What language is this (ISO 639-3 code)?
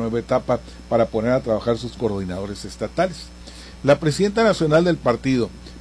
spa